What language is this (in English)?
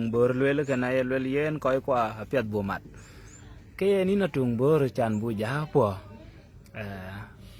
Dinka